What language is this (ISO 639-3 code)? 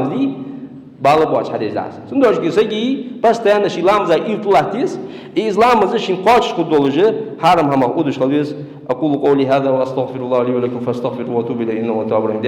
inh